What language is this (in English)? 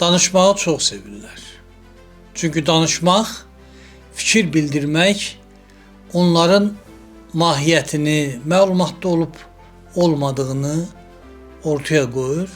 Azerbaijani